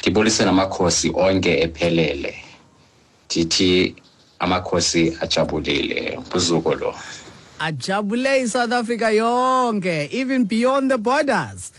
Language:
Xhosa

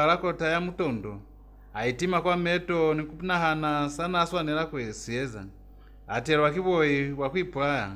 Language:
Lozi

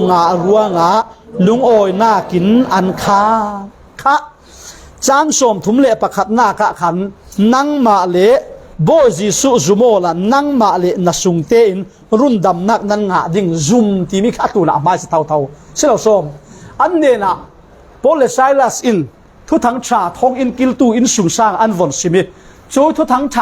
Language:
Falam Chin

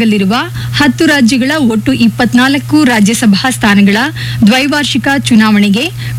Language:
Kannada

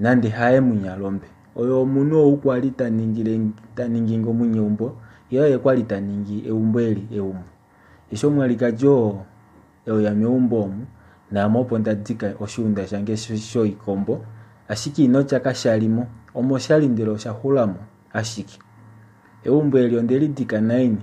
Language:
Kuanyama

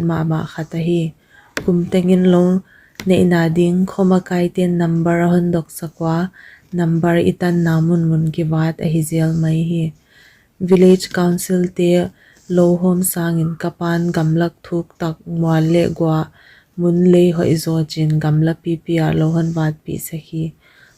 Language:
Paite Chin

